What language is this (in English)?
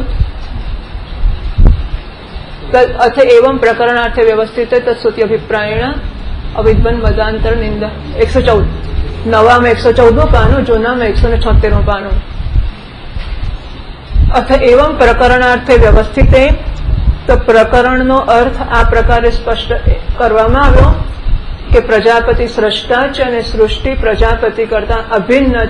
Gujarati